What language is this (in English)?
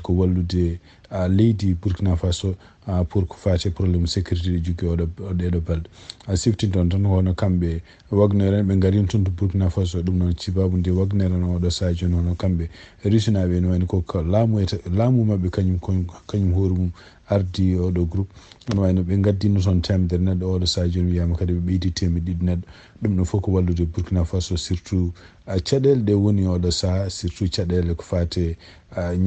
Fula